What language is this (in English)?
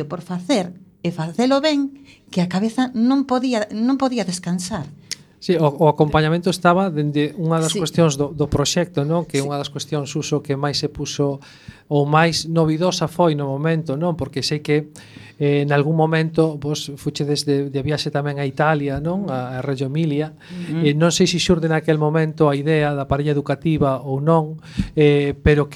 Galician